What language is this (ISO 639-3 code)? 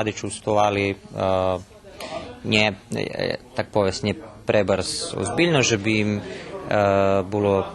rue